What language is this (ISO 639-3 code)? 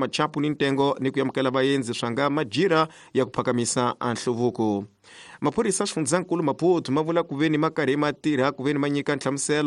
tso